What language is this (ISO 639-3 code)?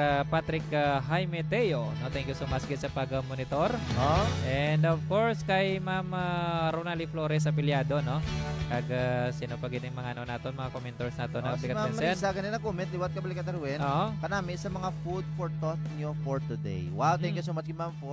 hil